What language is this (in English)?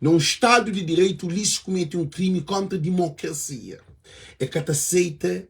Kabuverdianu